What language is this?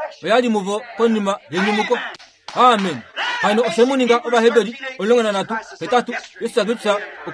Kuanyama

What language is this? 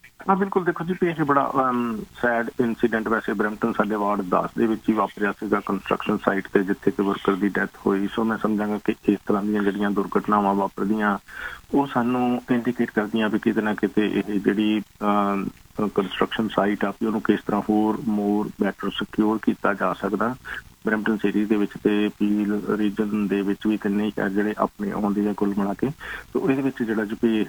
Punjabi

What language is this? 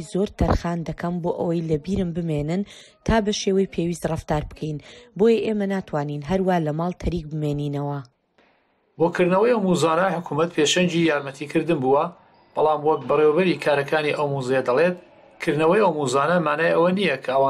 Central Kurdish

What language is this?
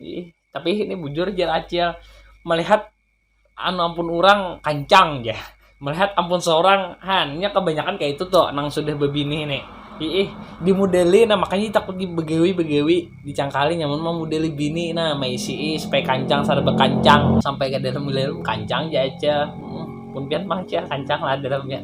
Banjar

